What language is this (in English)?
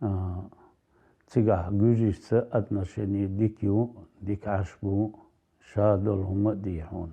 Chechen